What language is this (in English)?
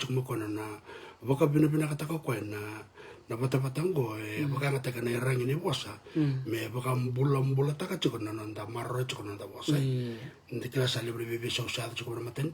Fijian